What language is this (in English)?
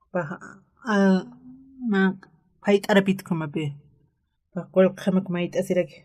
Aymara